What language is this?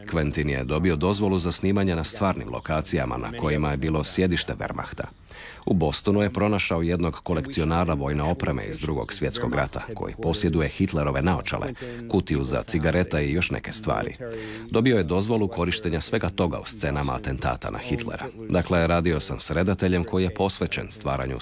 Croatian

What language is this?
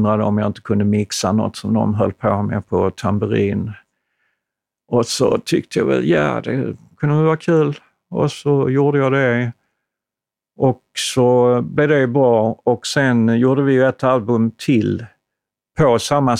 Swedish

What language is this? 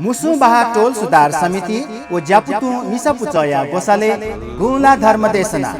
Newari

